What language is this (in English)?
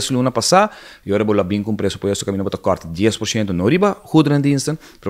Papiamento